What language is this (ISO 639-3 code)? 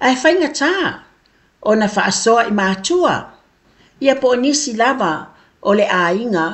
smo